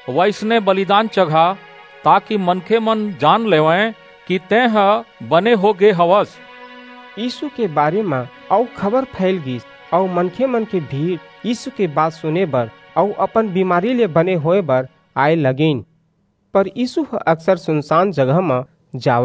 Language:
Chhattisgarhi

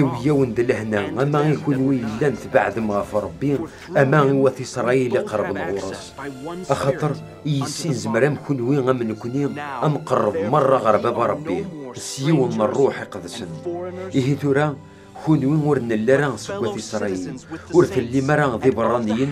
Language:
Kabyle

